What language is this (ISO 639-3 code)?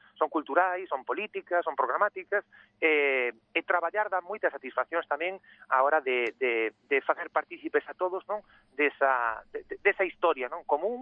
glg